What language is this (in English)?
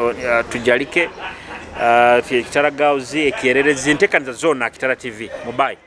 Nyoro